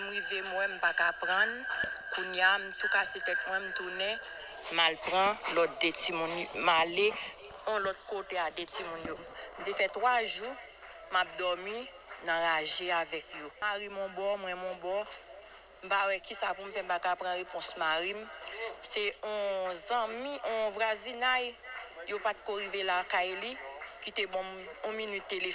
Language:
Haitian Creole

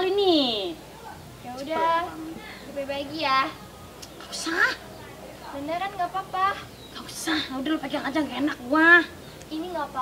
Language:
Betawi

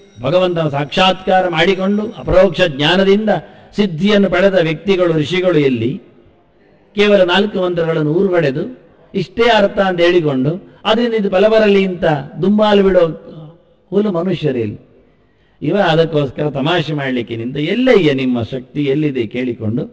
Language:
Kannada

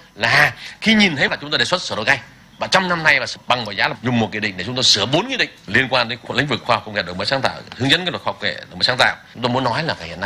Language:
Vietnamese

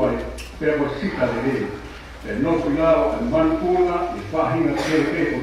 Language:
Tongan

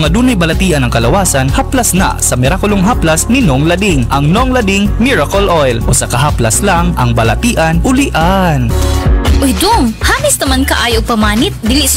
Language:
Cebuano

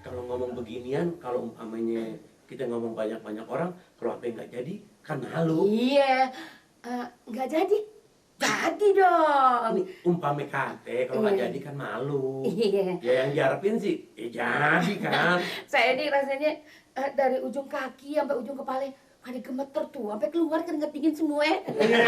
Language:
Betawi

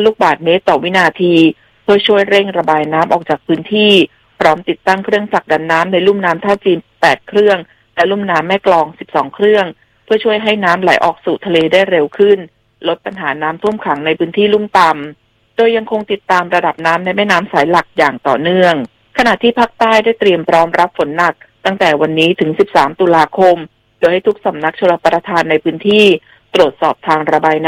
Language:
Thai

